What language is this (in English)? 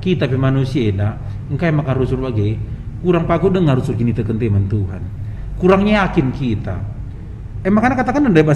Batak Karo